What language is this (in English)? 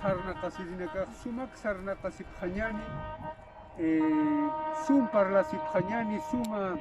Aymara